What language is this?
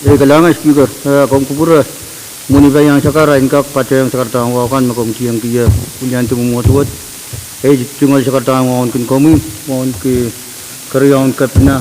Pohnpeian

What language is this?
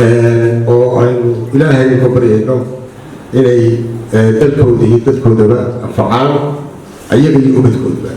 Somali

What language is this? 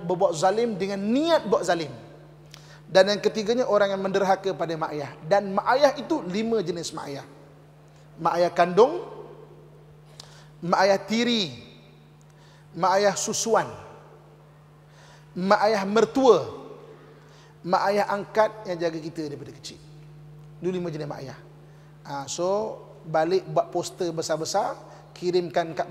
Malay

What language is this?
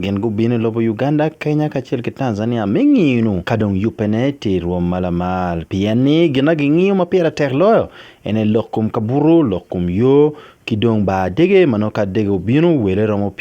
Acoli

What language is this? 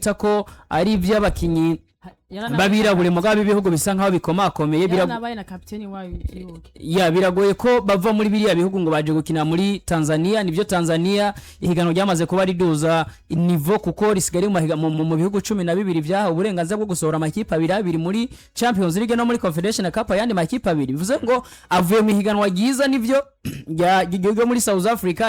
Rundi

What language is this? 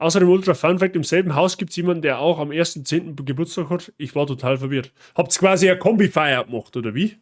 Bavarian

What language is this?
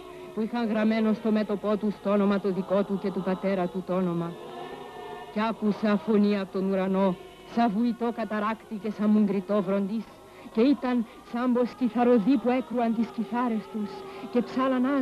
Greek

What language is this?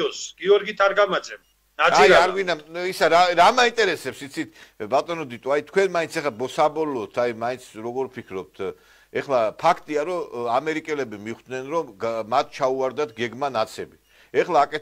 Georgian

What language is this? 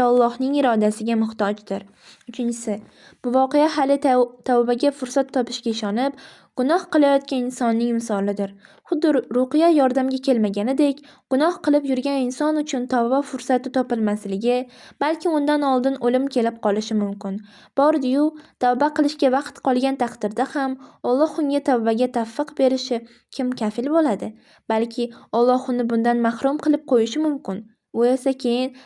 Uzbek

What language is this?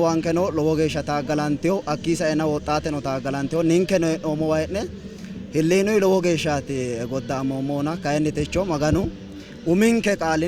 Sidamo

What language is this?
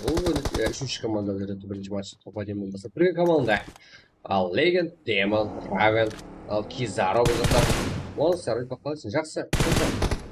Kara-Kalpak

